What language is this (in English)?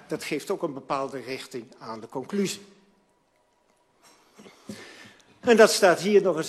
Dutch